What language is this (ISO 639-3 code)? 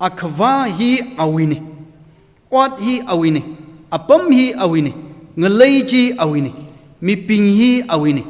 nmf